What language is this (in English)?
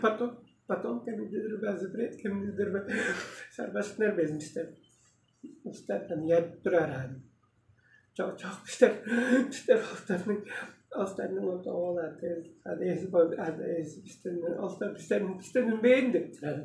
Tuvinian